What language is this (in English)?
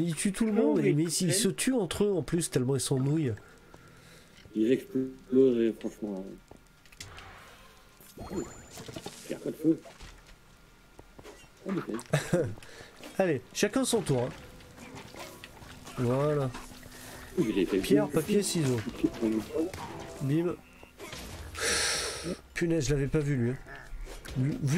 French